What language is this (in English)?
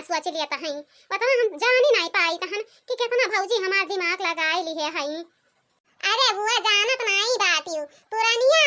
Awadhi